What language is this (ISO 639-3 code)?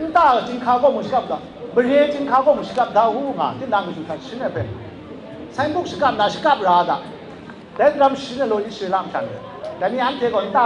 kac